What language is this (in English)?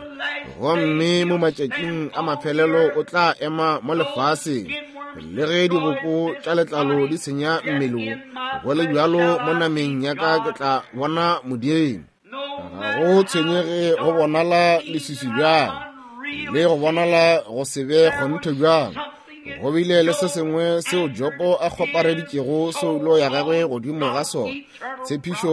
Northern Sotho